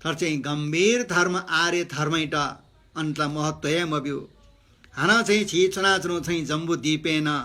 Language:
Newari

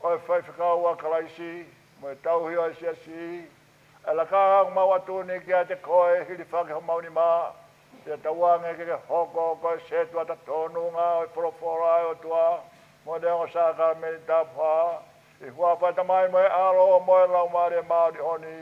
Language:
Tongan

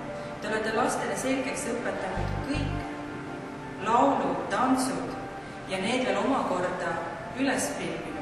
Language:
Estonian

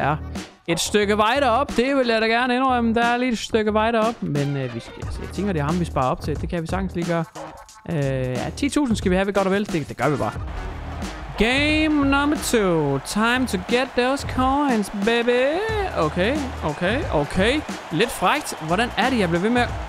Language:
Danish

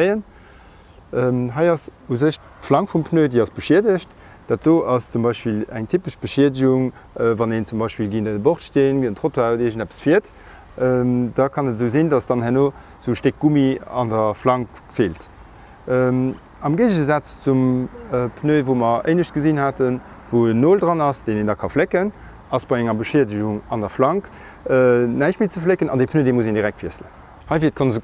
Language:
Luxembourgish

